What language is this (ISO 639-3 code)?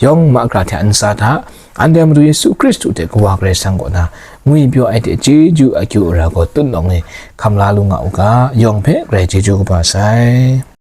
kac